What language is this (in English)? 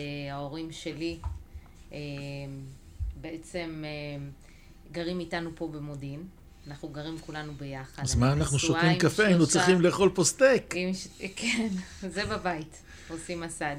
Hebrew